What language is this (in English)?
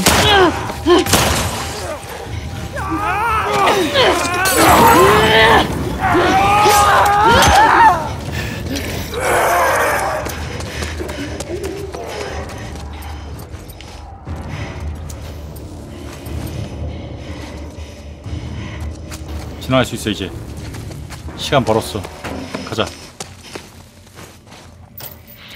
Korean